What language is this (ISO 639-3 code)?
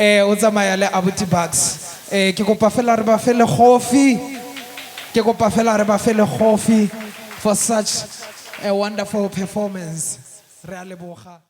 tsn